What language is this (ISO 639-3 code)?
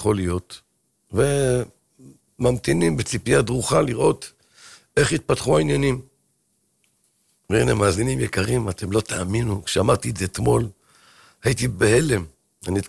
heb